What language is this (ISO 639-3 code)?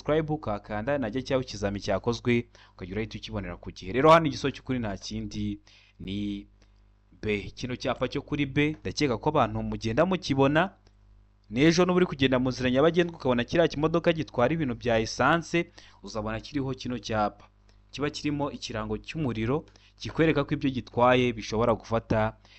kin